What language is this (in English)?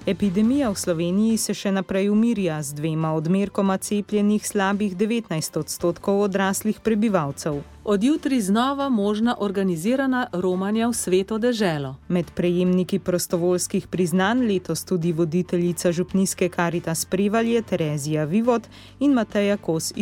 Slovenian